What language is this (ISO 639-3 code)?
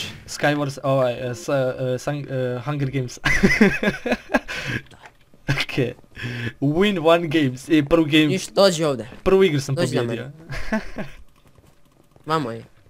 hrv